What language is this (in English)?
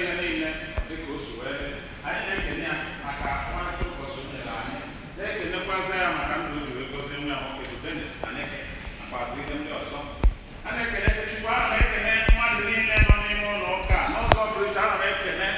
Igbo